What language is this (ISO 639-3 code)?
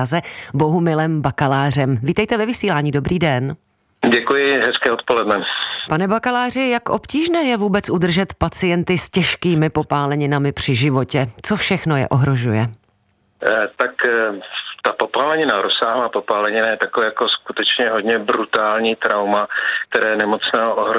ces